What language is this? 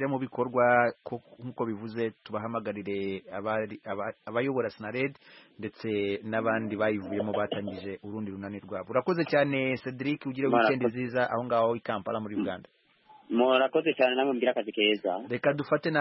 Kinyarwanda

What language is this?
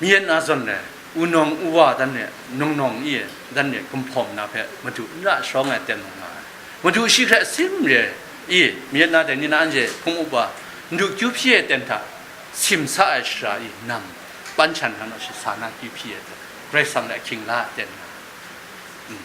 Kachin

